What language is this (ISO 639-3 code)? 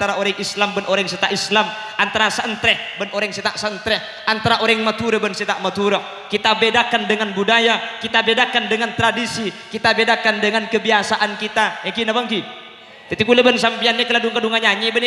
mad